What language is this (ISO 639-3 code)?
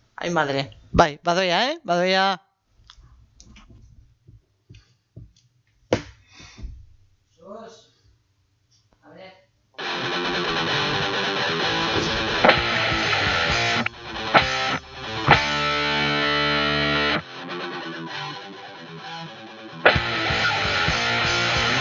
eus